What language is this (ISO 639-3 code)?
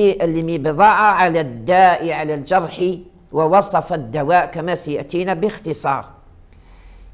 ara